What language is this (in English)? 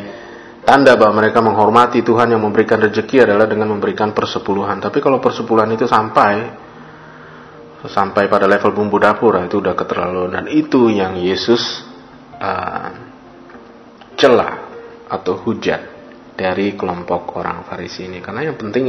Indonesian